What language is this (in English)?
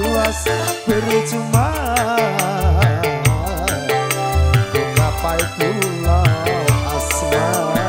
Indonesian